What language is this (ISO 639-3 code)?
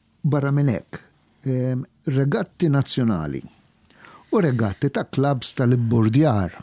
mlt